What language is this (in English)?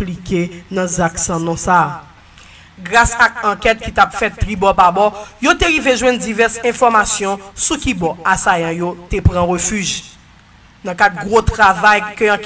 Haitian Creole